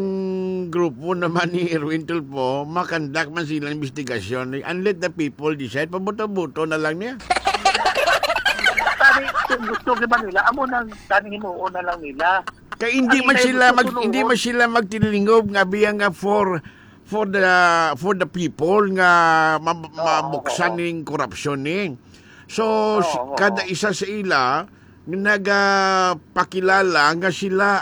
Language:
Hiligaynon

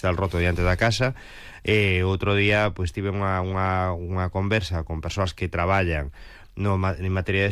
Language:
Galician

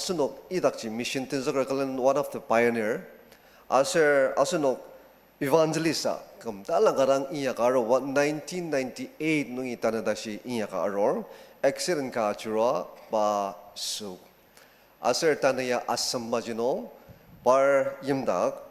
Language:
Ao Naga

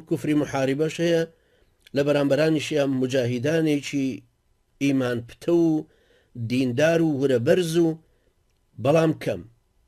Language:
Central Kurdish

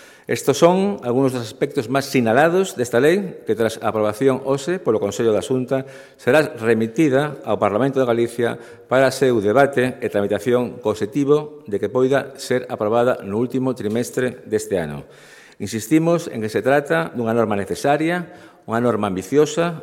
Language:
Galician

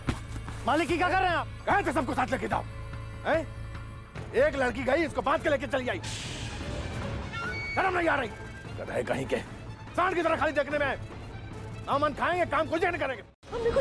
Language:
Hindi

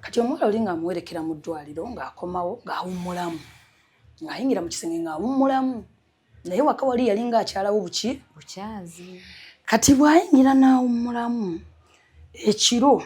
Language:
Ganda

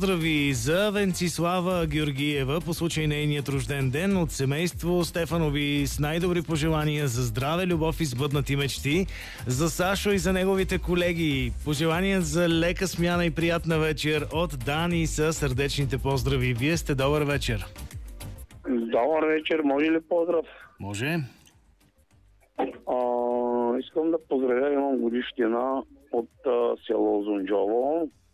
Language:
Bulgarian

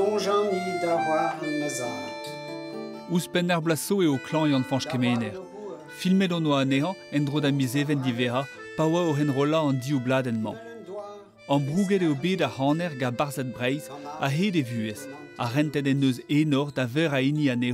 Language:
Breton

